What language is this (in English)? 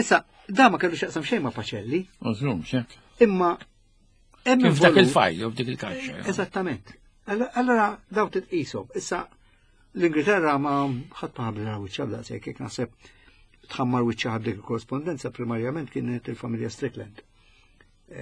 Maltese